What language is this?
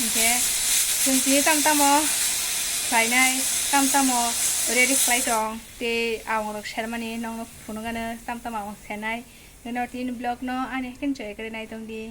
Kok Borok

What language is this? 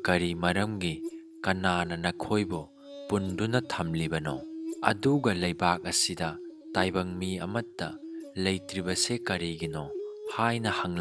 Manipuri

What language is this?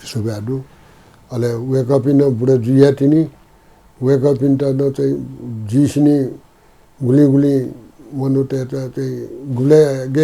Newari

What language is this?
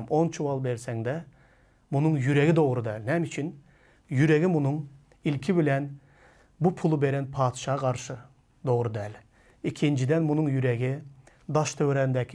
Turkmen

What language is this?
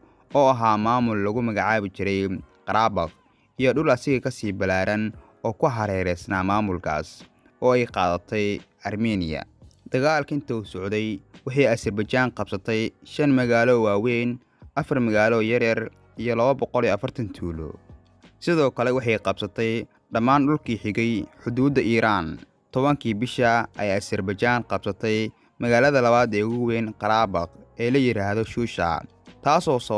Somali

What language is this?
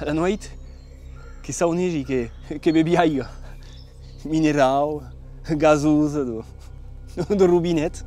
Occitan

